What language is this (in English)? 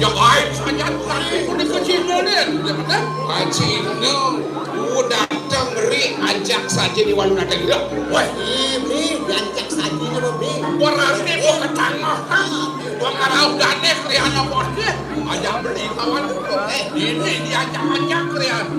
Balinese